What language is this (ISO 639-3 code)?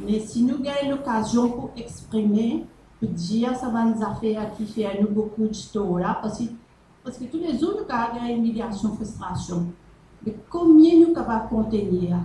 mfe